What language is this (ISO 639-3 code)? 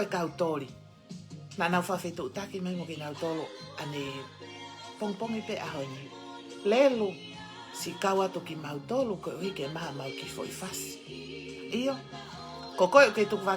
ton